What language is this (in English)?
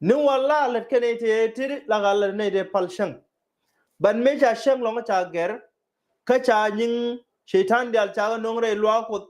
Nuer